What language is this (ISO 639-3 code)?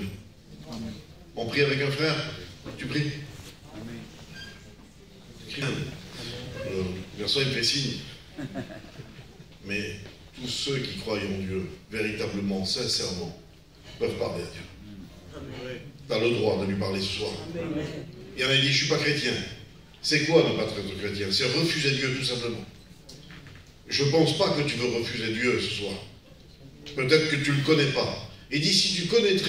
fra